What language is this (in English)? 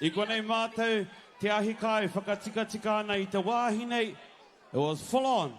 Māori